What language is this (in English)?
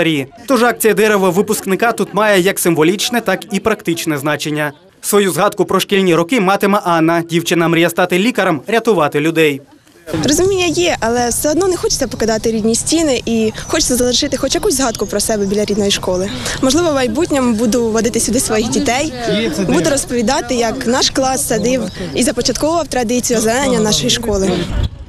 Ukrainian